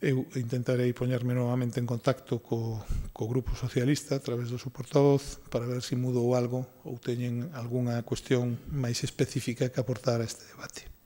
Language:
Galician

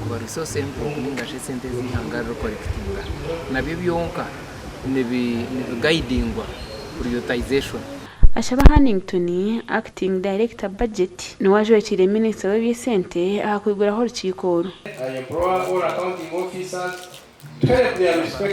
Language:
Nyankole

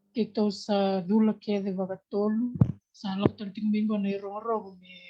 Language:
Fijian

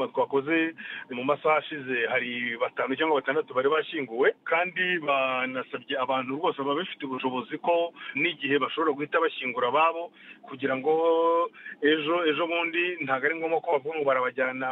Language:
Kinyarwanda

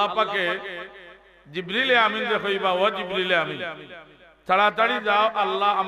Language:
Sylheti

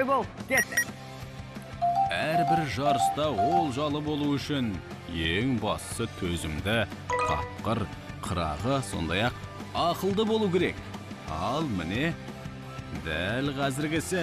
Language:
Kazakh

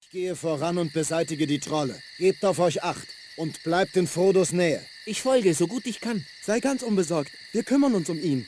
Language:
Bavarian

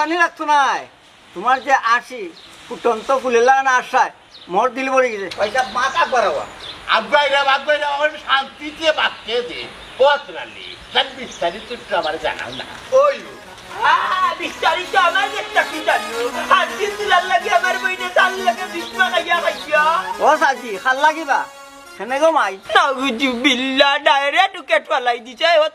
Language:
Sylheti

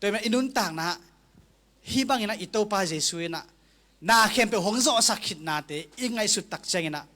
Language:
Tedim Chin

